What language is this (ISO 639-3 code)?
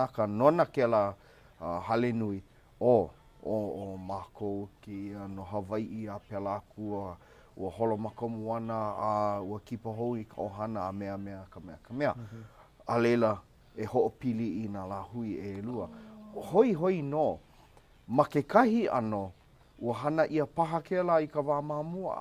haw